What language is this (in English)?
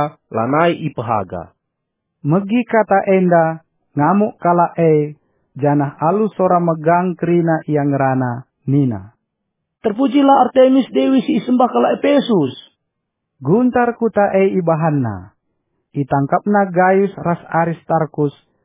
Batak Karo